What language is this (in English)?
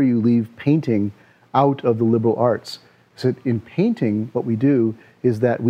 English